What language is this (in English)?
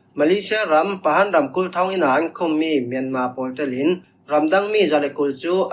Falam Chin